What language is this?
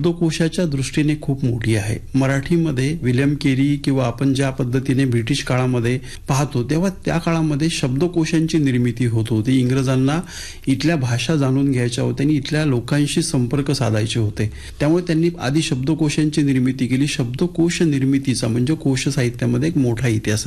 Marathi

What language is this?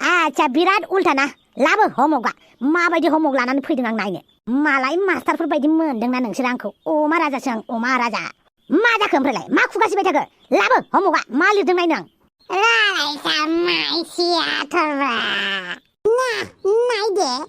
Bodo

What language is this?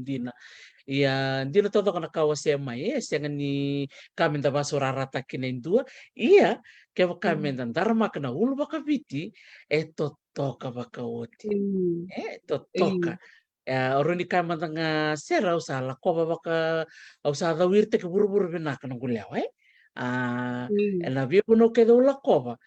Fijian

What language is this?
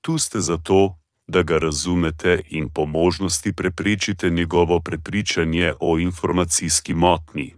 Slovenian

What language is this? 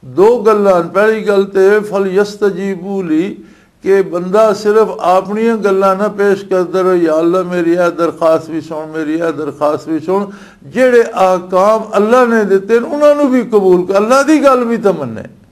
Western Panjabi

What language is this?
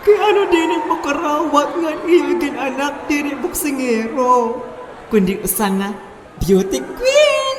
Waray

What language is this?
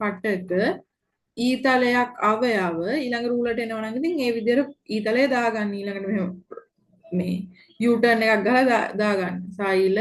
Sinhala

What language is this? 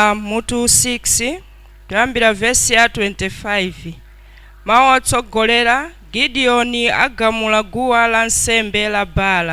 Nyanja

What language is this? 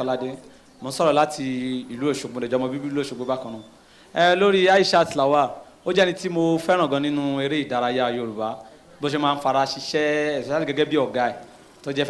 Yoruba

